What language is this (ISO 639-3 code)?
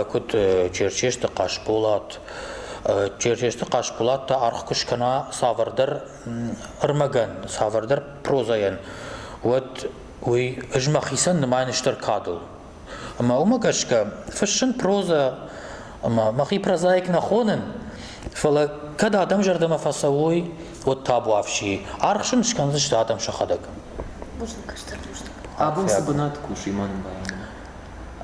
oss